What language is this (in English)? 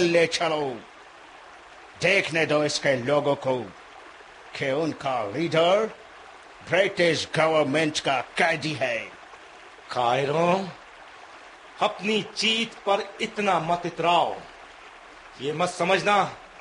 Hindi